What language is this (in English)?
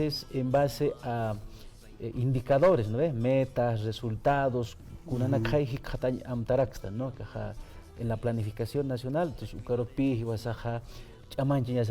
Aymara